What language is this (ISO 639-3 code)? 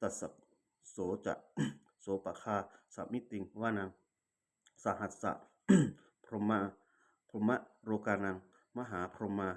pli